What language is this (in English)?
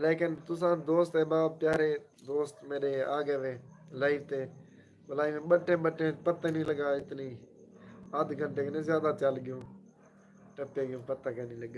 Saraiki